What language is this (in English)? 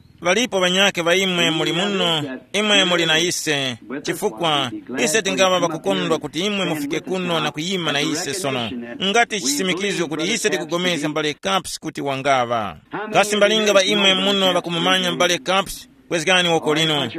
Tumbuka